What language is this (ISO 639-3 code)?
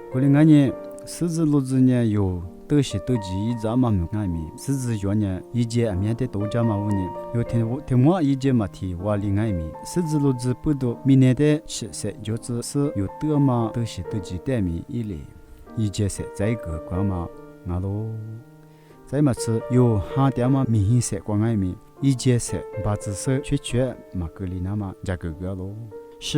lis